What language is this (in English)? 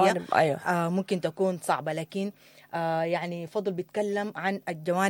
Sudanese Arabic